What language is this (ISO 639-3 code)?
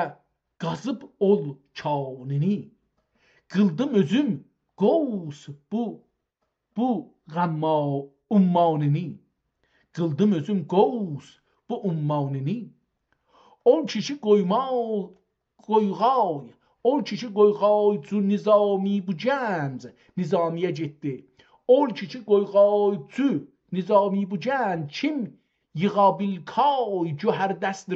azb